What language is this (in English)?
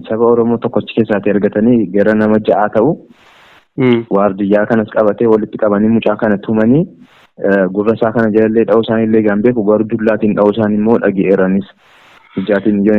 Oromo